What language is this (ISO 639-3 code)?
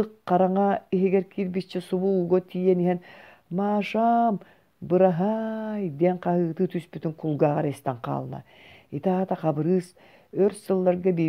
sah